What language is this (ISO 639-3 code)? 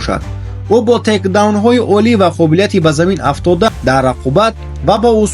tgk